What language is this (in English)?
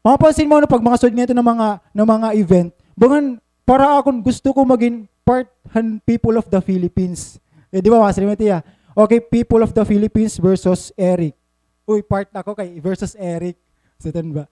Waray